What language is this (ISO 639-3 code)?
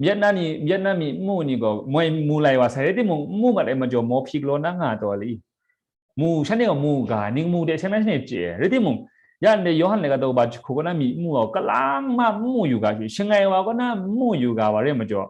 kac